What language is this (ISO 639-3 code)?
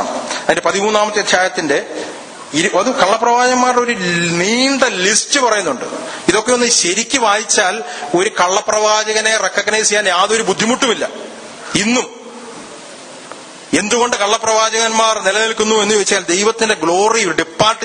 mal